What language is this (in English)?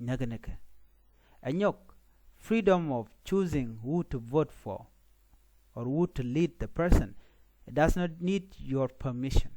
Nuer